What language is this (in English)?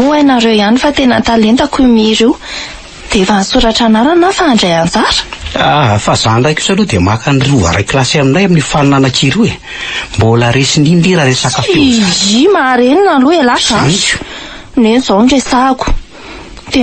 Malagasy